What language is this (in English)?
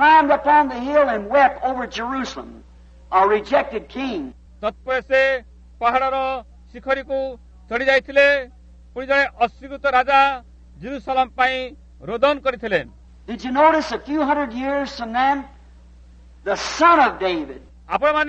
Odia